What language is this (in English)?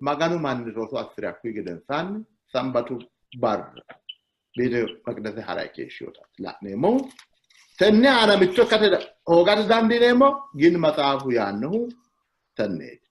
Sidamo